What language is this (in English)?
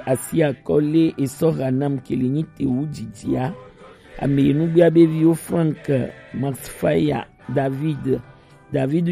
Gen